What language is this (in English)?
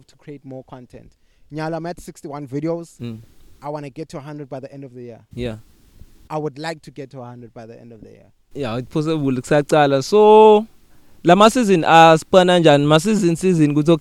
English